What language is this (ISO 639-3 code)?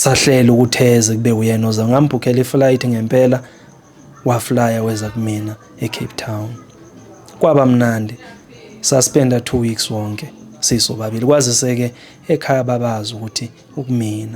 zul